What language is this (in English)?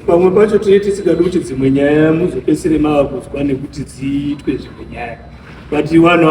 Shona